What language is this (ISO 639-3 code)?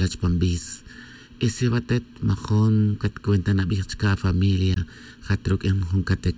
tzj